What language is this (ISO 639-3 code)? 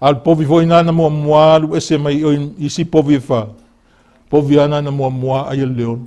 smo